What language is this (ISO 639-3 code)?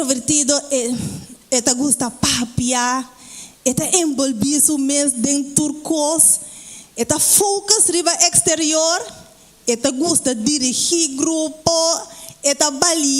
pap